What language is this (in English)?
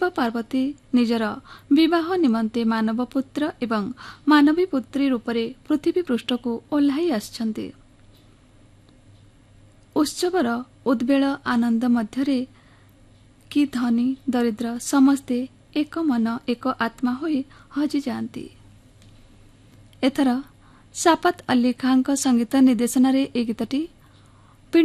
Odia